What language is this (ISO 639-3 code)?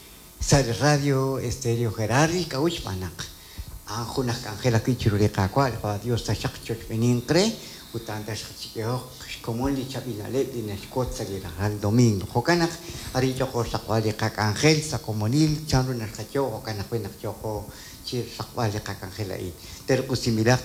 kek